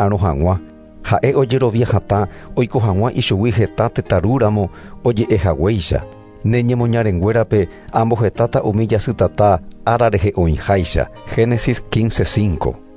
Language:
Guarani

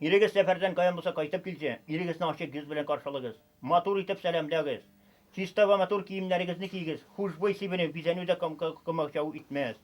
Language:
Tatar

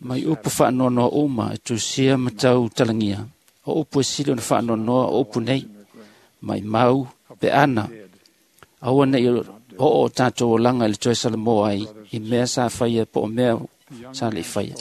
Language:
Samoan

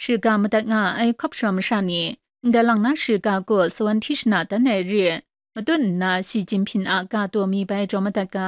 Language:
Kachin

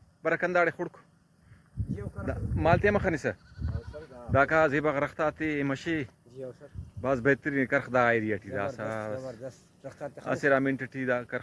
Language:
Brahui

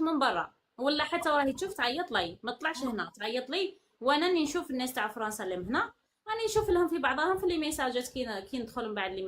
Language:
Algerian Arabic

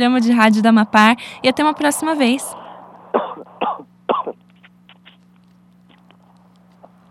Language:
Portuguese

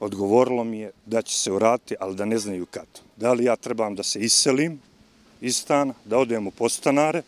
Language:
Serbian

